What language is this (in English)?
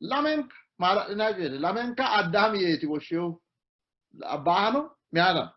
Sidamo